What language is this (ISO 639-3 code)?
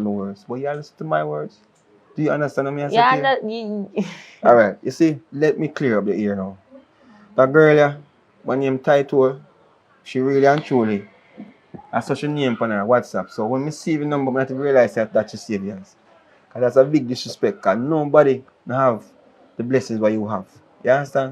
jam